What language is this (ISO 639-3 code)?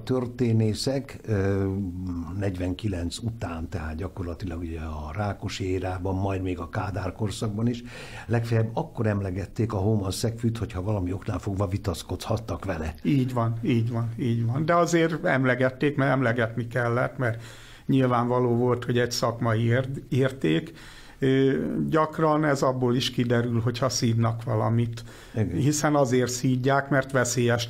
hun